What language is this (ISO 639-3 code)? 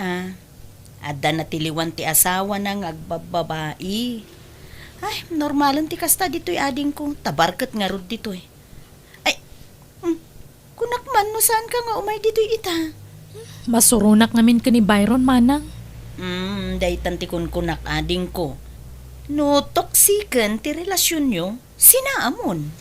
ilo